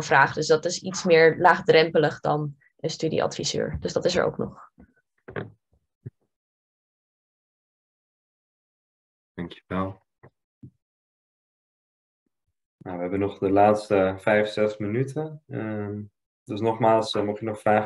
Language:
Dutch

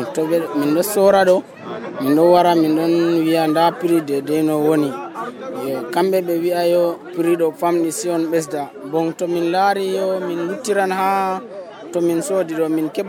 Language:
Nigerian Fulfulde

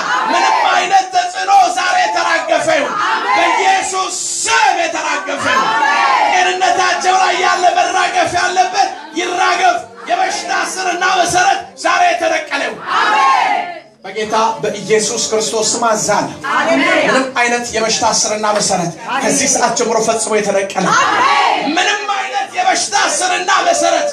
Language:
Amharic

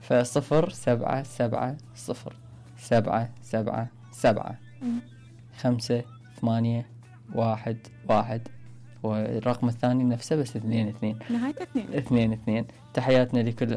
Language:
Mesopotamian Arabic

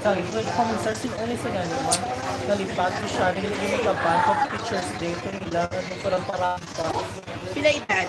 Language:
Hiligaynon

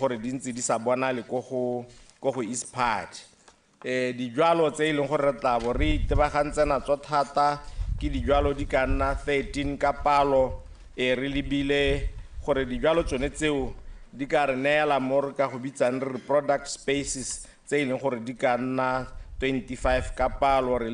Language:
Tswana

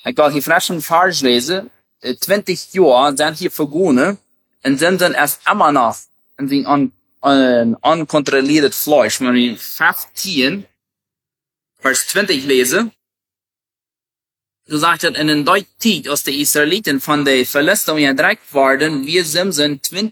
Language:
German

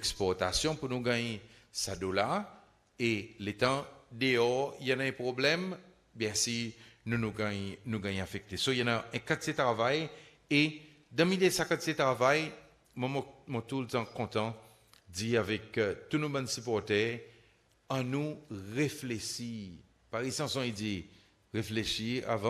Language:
Seselwa Creole French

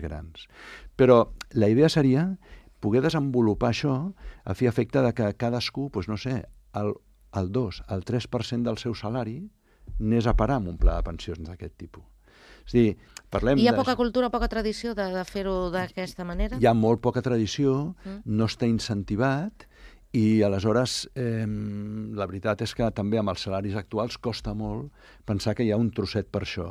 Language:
Catalan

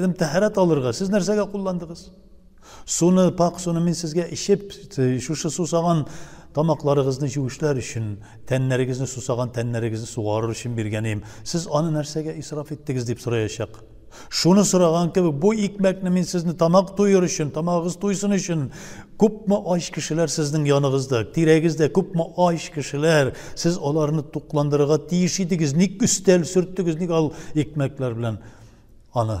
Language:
Tatar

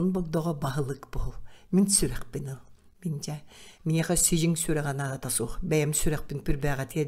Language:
Yakut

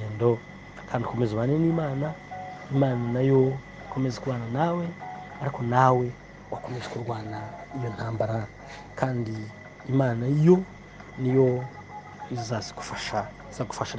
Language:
Kinyarwanda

